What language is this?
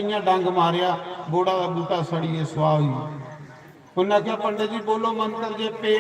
Dogri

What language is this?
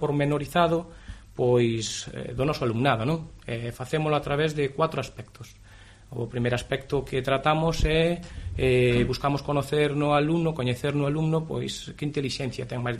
Galician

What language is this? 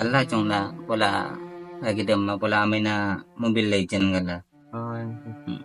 Madurese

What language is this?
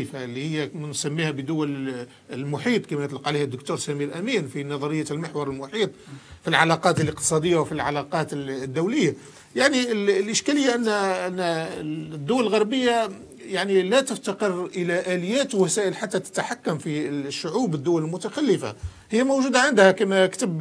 Algerian Arabic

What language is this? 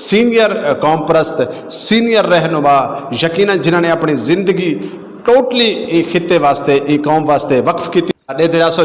Saraiki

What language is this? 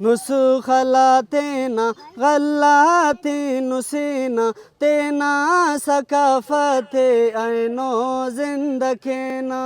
Brahui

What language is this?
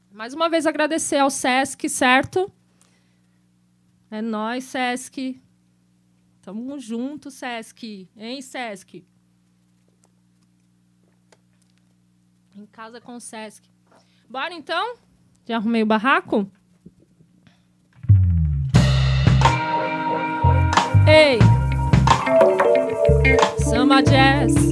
Portuguese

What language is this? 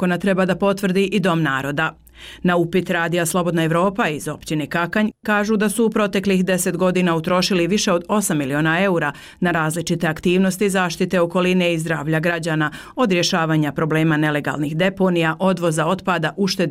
Bosnian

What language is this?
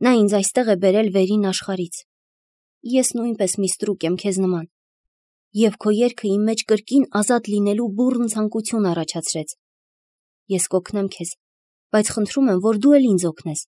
Armenian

